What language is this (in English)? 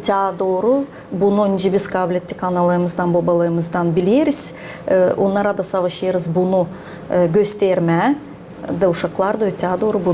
Gagauz